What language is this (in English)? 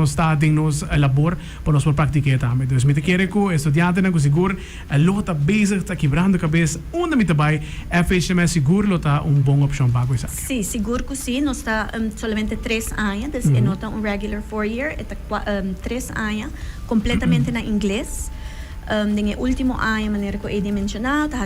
Papiamento